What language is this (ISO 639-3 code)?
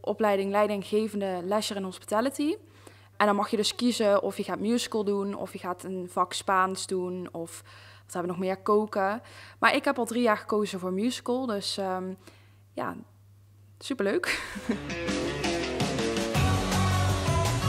nld